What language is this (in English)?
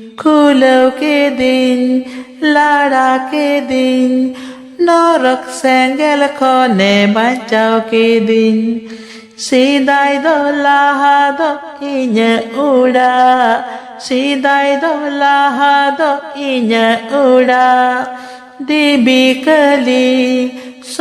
Santali